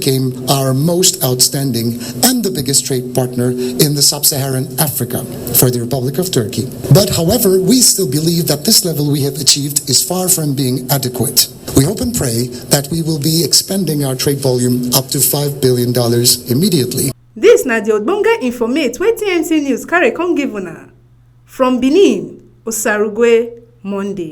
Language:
Nigerian Pidgin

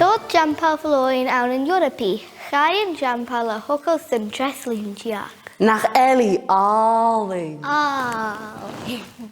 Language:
Scottish Gaelic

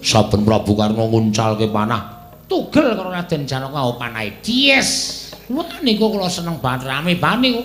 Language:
Javanese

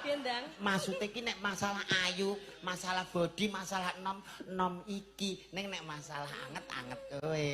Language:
Javanese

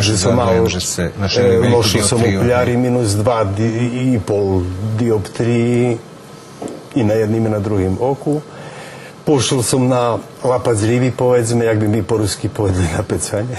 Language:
Rusyn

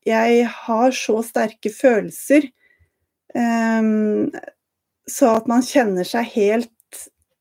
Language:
Norwegian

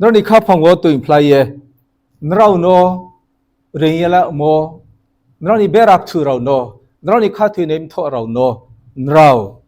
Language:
Riang (India)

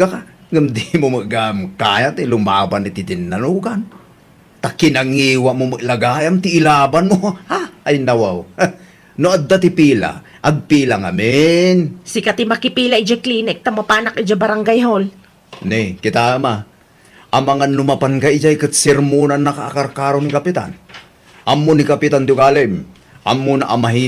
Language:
Iloko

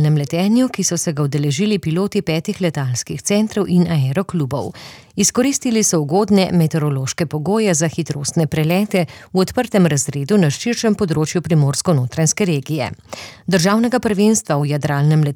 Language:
Slovenian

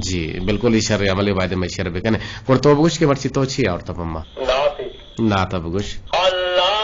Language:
Eastern Balochi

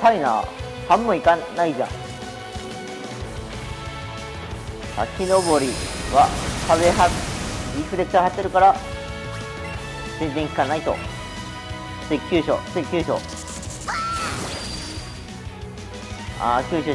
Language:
Japanese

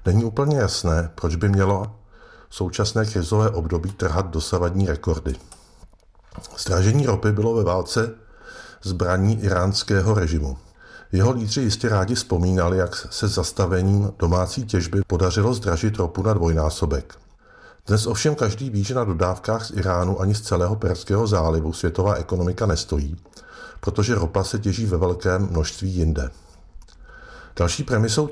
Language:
Czech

